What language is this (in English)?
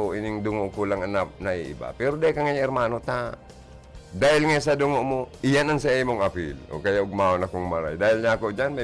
Bikol